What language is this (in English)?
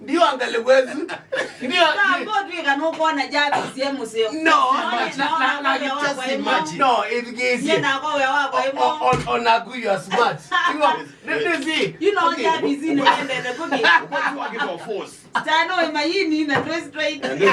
Kamba